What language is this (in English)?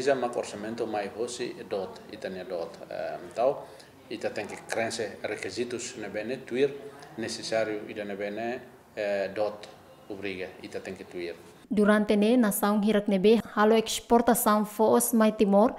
Tetum